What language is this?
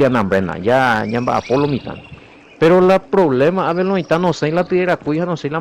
Guarani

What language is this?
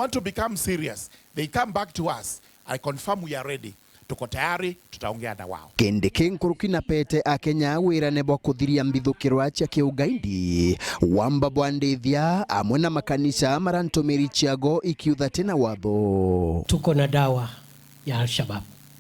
Meru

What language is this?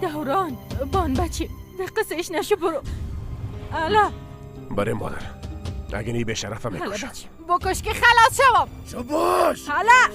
Persian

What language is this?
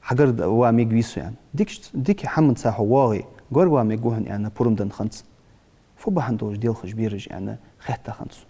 Ingush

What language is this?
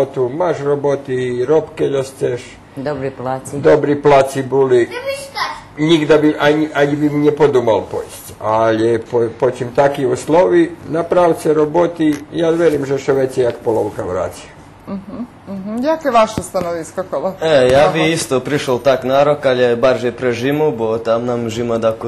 Rusyn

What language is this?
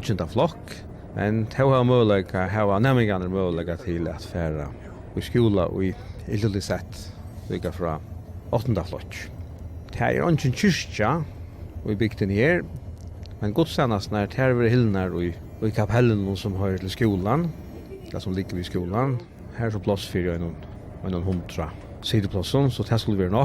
Faroese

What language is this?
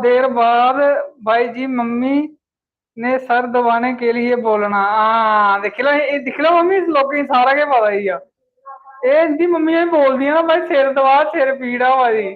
Dogri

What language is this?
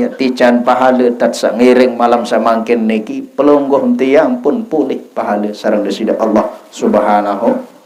Sasak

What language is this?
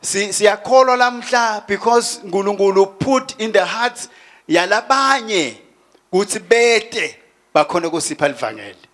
Swati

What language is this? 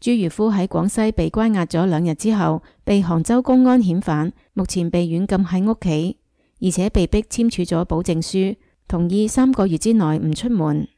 Cantonese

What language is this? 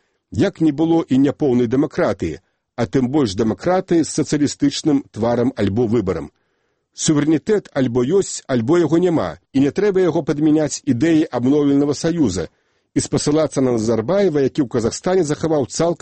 Belarusian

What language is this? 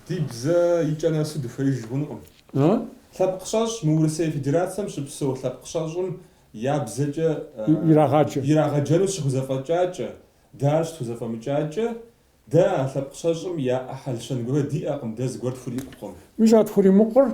Kabardian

